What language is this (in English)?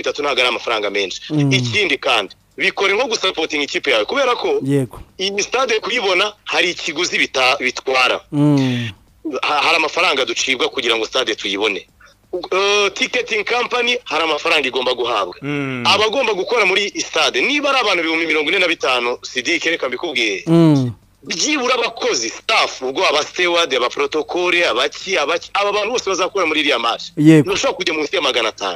Kinyarwanda